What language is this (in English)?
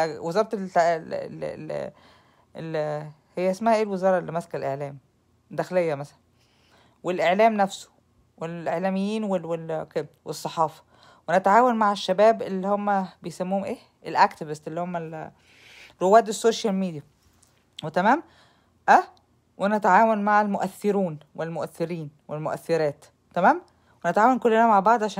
Egyptian Arabic